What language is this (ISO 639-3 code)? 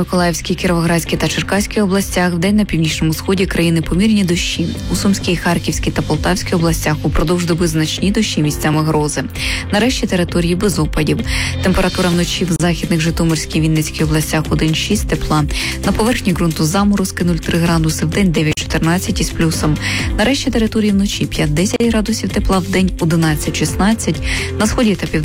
ukr